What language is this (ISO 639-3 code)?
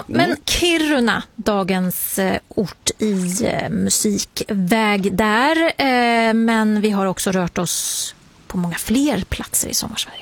swe